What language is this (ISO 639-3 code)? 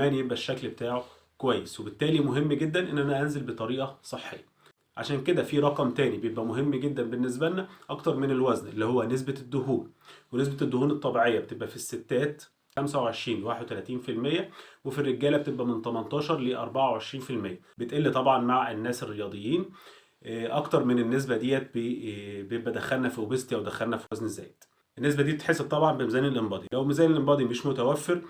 arz